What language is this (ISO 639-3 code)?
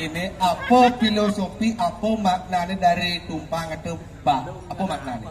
ban